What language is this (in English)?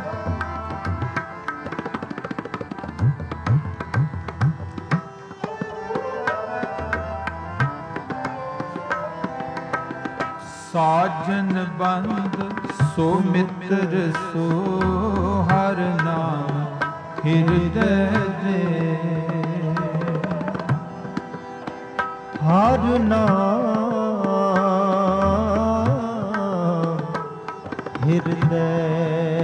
Punjabi